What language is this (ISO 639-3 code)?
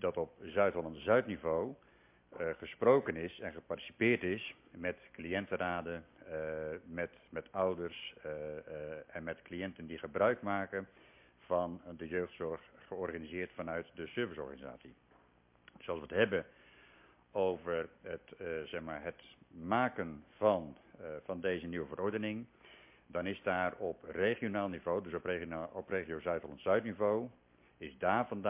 nld